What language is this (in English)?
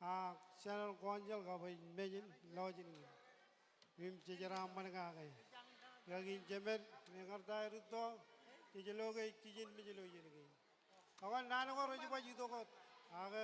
Marshallese